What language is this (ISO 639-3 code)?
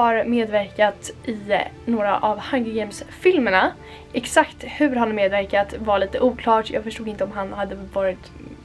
swe